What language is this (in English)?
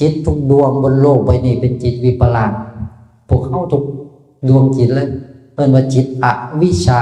Northeastern Thai